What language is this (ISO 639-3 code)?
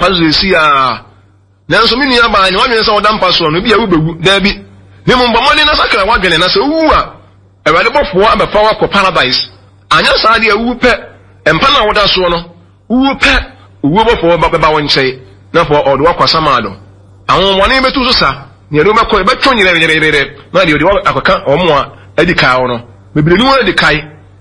aka